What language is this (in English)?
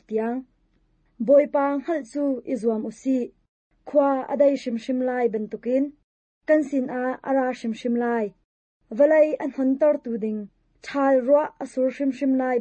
Hakha Chin